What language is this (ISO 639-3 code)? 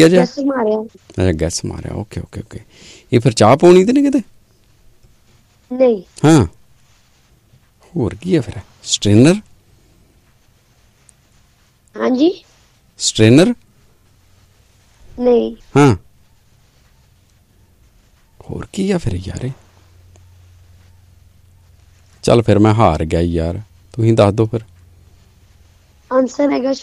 pan